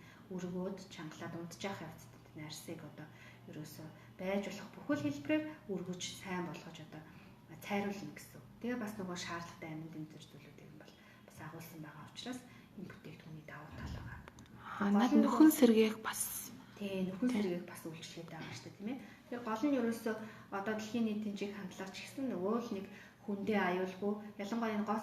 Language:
Mongolian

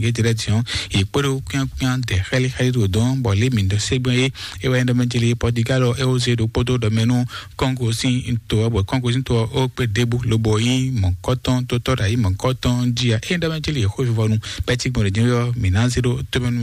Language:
Fon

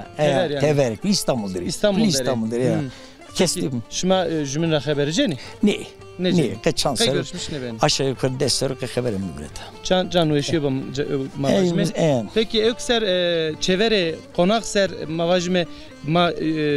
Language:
Zaza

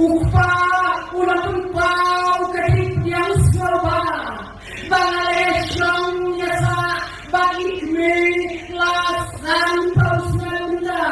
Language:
Khasi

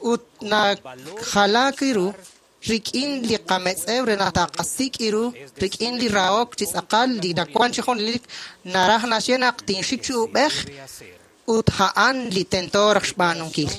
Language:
Kekchí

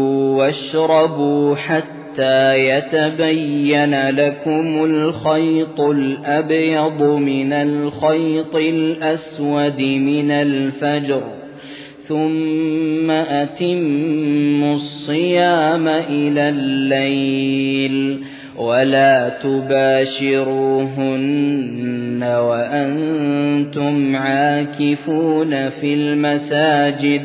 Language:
Arabic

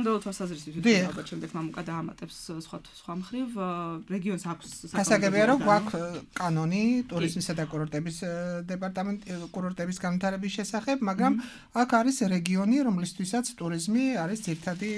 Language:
Georgian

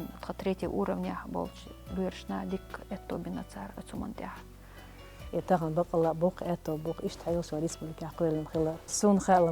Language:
Chechen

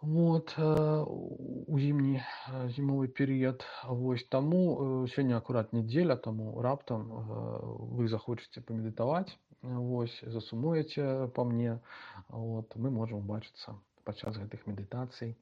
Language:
Belarusian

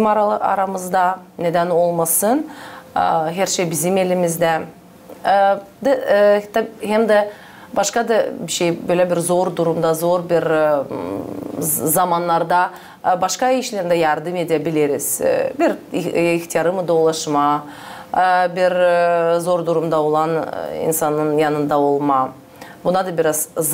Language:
Gagauz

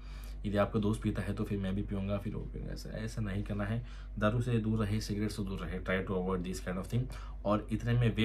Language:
Hindi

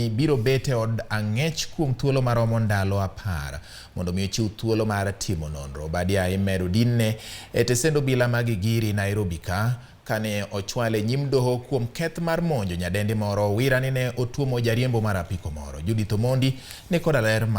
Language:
Luo (Kenya and Tanzania)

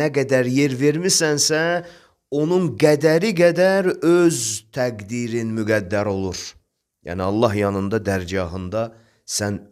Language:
Azerbaijani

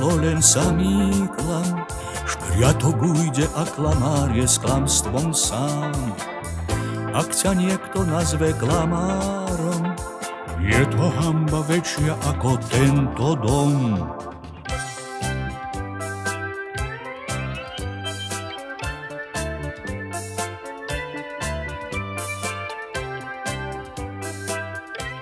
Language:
Slovak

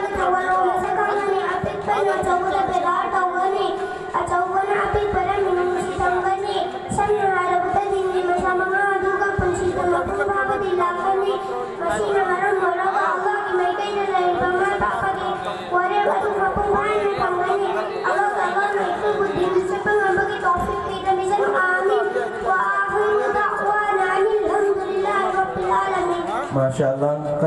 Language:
Manipuri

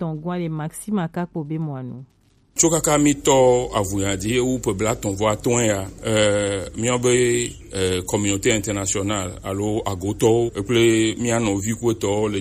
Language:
Gen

